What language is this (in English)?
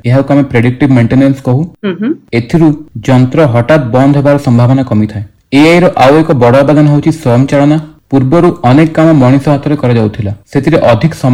Odia